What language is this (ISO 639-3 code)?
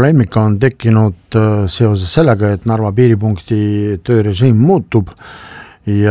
est